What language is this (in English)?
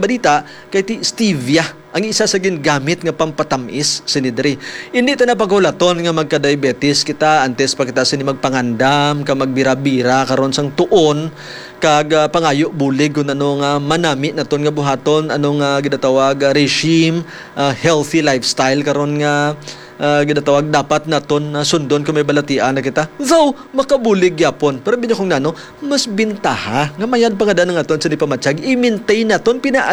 Hiligaynon